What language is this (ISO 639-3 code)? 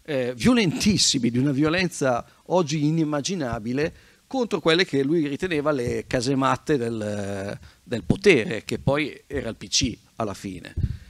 ita